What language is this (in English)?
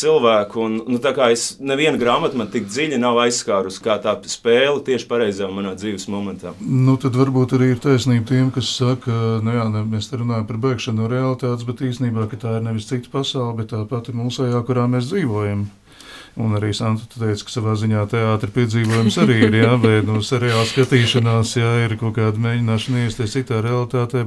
Latvian